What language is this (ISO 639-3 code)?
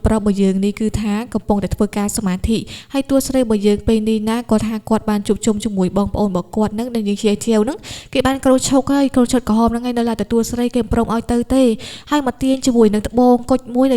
khm